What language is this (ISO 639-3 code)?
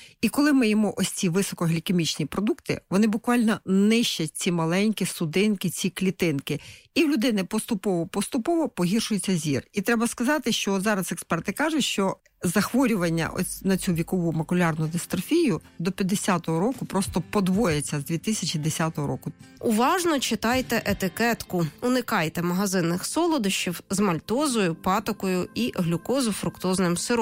ukr